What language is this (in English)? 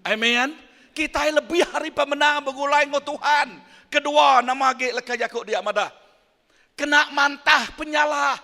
Iban